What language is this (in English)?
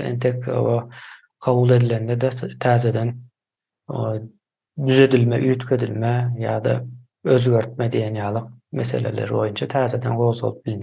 Turkmen